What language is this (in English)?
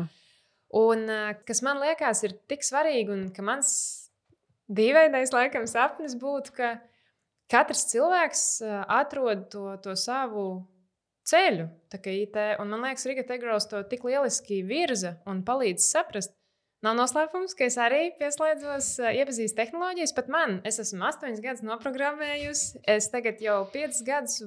Latvian